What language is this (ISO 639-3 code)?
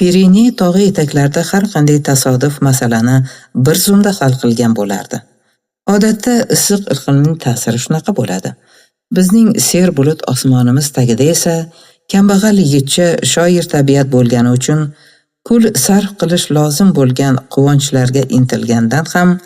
uzb